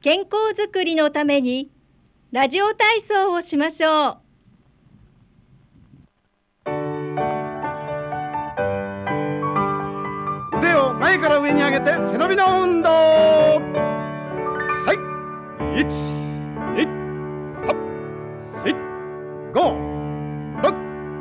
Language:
Japanese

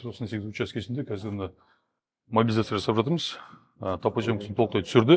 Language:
Kazakh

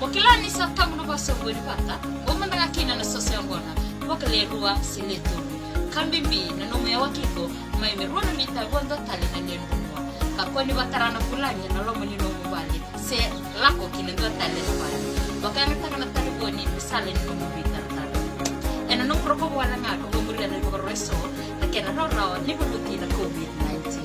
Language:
Fijian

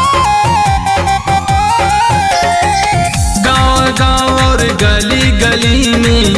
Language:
Bhojpuri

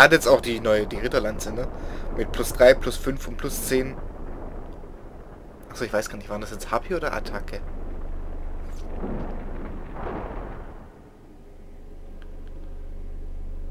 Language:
German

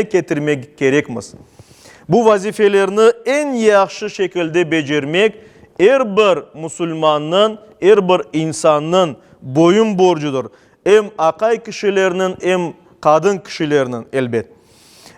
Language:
Crimean Tatar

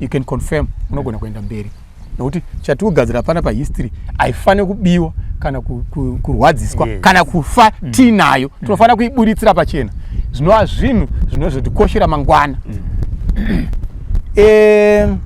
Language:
Shona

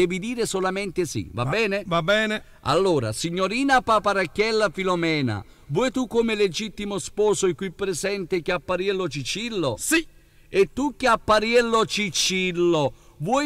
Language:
Neapolitan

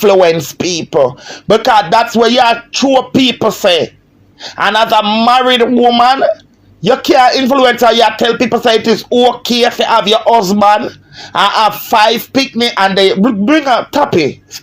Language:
Jamaican Creole English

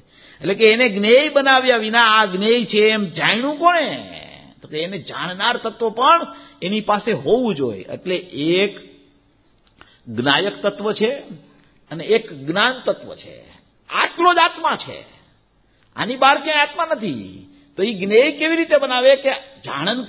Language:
Gujarati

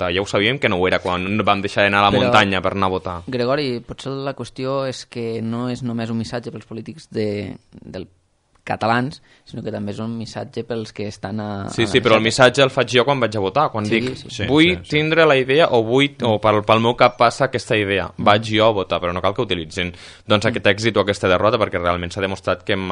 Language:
Catalan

